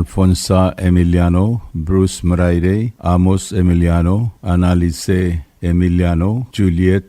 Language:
Palauan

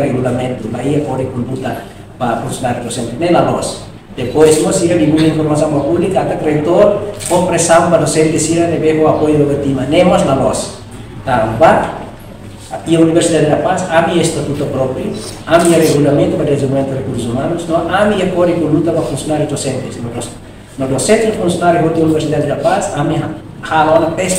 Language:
Tetum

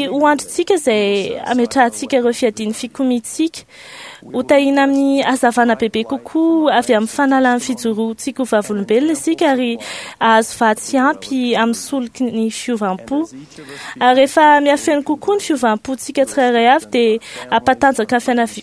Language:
Malagasy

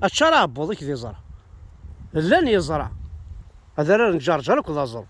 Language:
Kabyle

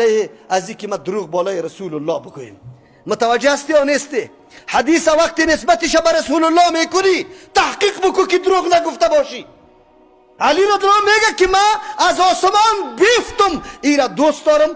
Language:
Persian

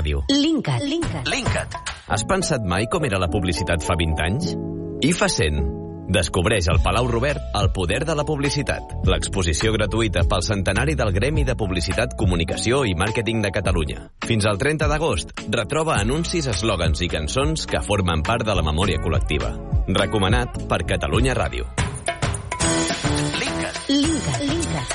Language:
Catalan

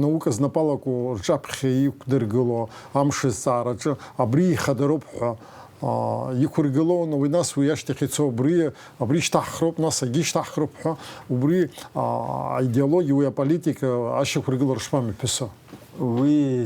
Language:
Abkhazian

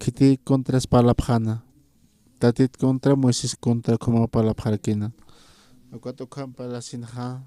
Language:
Aymara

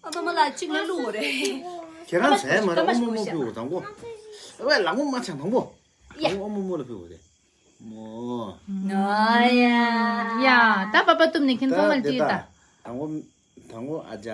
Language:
Tibetan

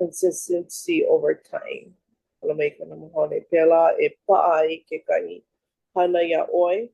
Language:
Hawaiian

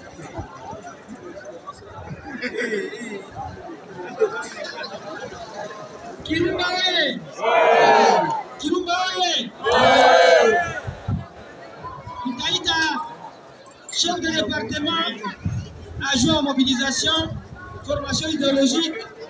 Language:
Kinyarwanda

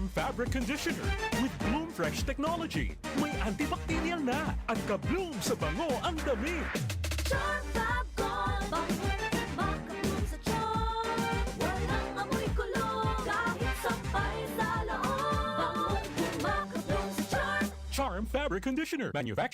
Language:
Bikol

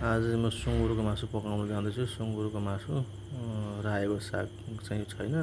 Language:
Nepali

